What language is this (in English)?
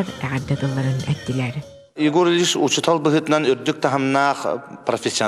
Yakut